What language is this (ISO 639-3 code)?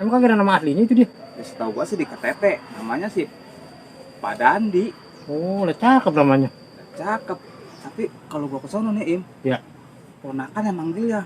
bew